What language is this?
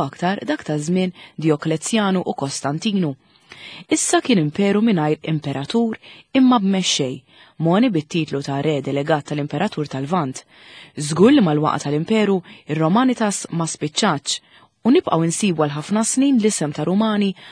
Maltese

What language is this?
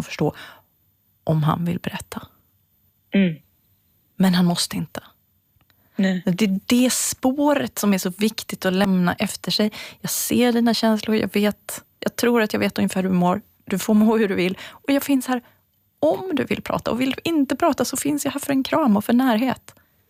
Swedish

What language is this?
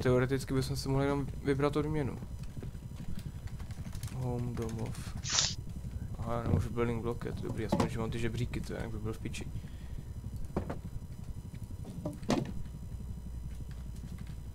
Czech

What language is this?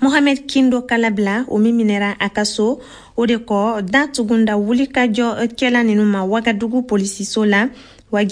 Bambara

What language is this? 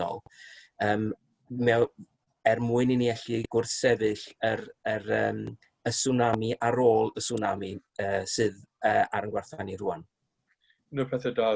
Welsh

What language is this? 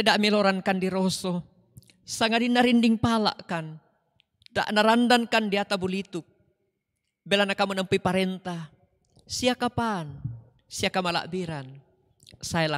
Toraja-Sa'dan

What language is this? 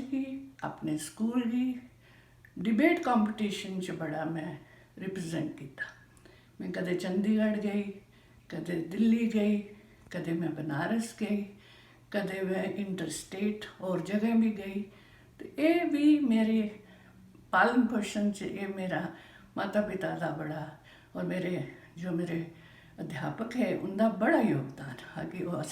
Dogri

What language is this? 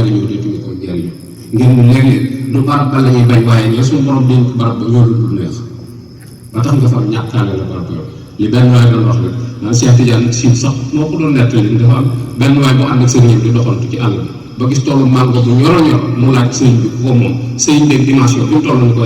Wolof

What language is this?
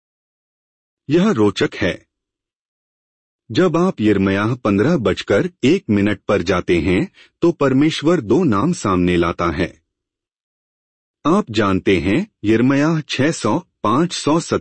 Hindi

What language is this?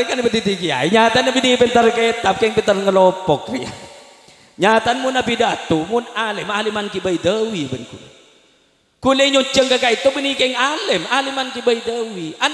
Madurese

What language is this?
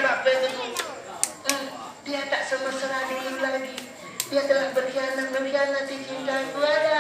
Achinese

